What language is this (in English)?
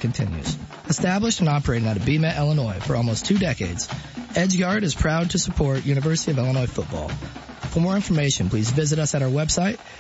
English